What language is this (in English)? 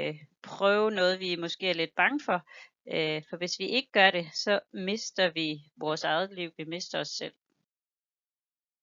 Danish